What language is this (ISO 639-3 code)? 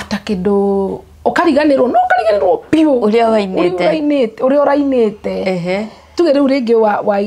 kik